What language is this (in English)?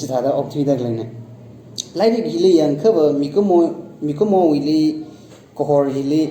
Tangkhul Naga (India)